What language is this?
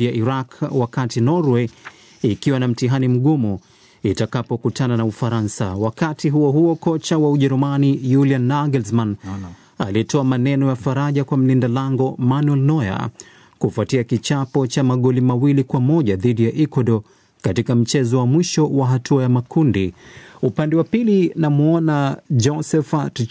Swahili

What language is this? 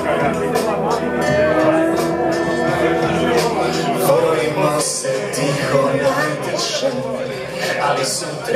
Croatian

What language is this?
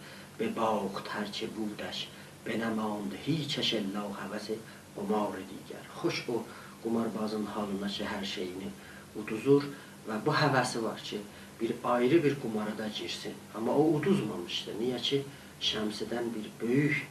South Azerbaijani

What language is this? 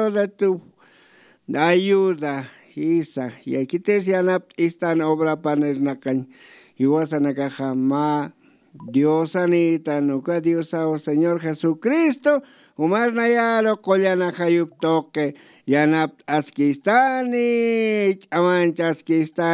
Aymara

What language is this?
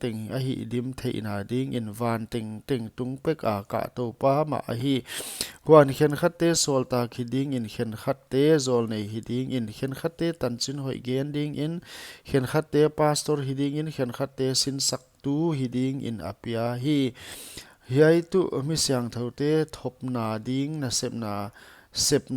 Paite Chin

